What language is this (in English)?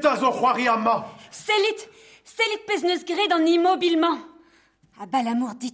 Breton